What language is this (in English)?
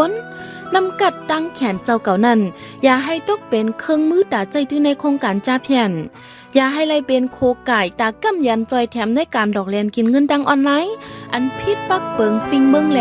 Shan